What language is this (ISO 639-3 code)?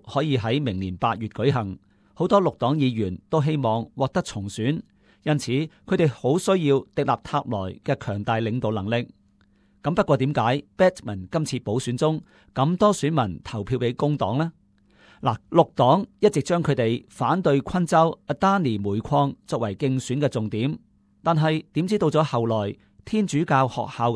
yue